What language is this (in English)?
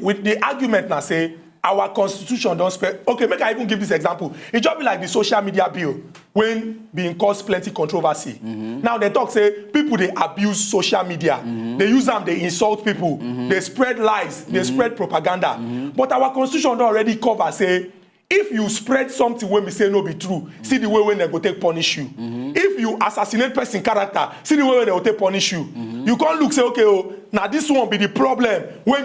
Nigerian Pidgin